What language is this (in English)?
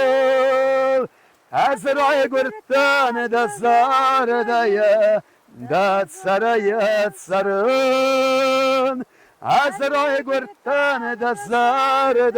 Ossetic